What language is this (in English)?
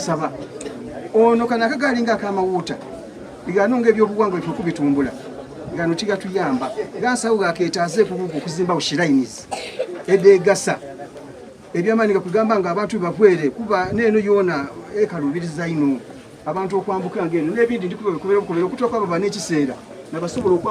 Soga